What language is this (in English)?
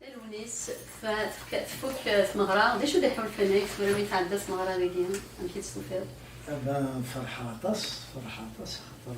Kabyle